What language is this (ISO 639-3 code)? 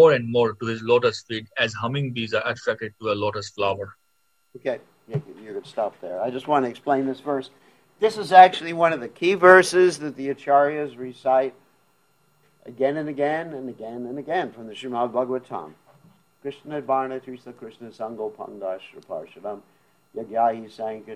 eng